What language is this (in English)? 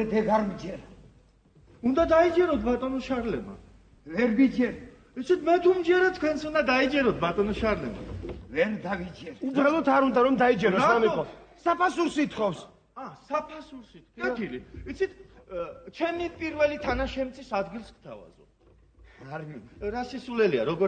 Georgian